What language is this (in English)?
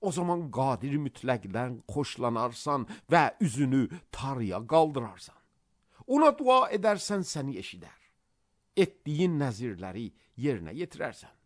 Azerbaijani